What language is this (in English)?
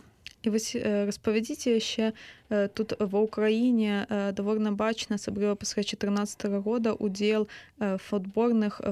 Belarusian